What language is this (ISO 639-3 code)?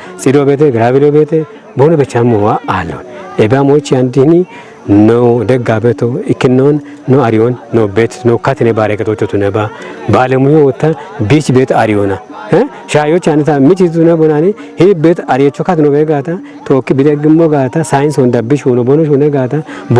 kbr